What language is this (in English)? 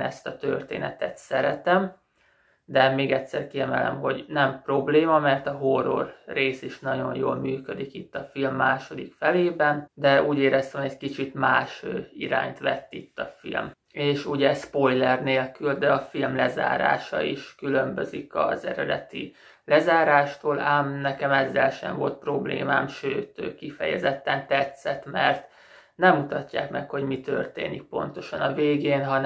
Hungarian